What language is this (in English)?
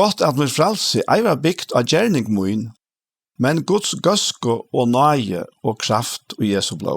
Faroese